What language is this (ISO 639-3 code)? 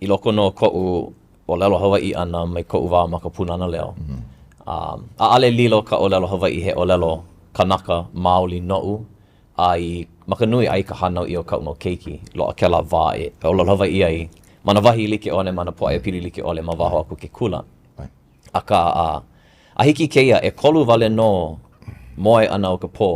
haw